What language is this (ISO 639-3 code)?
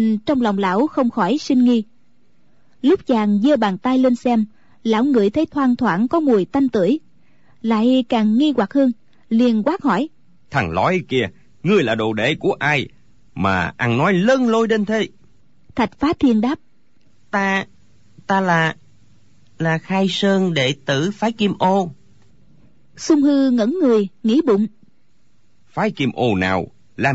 vie